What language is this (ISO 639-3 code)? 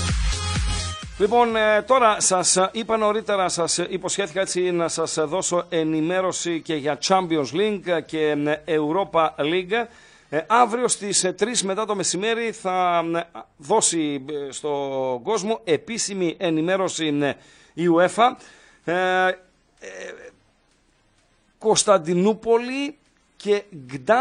ell